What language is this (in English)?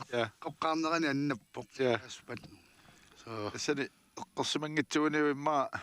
Kalaallisut